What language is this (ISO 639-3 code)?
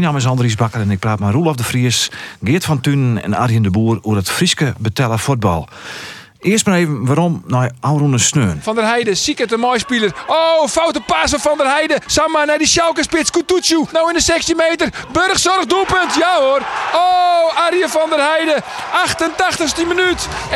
fry